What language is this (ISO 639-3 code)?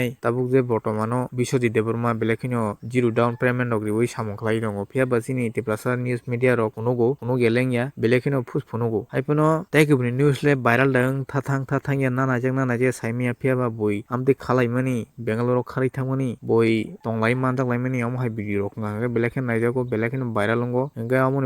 trp